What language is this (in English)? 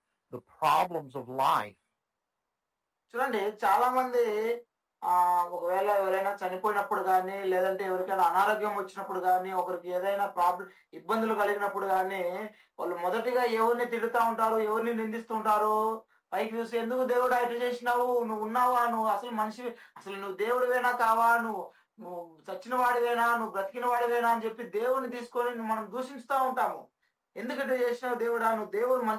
Telugu